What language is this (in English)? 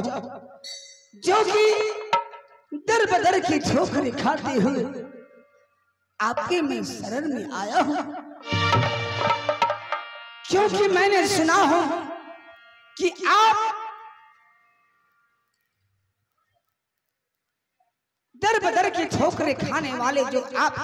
Hindi